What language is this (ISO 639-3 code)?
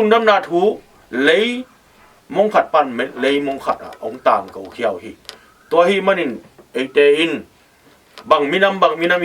ctd